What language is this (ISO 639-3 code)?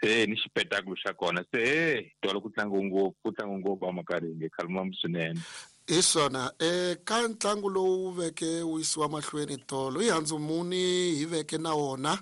tso